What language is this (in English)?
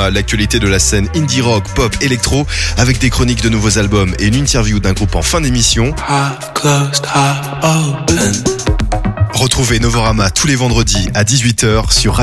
French